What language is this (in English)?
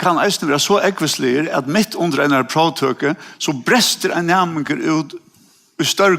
Faroese